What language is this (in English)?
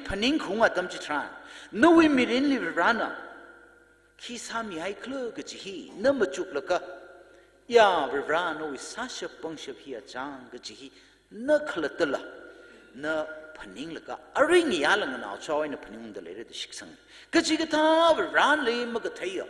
Tangkhul Naga (India)